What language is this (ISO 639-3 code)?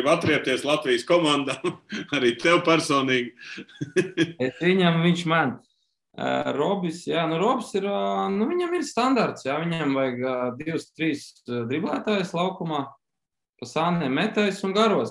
lav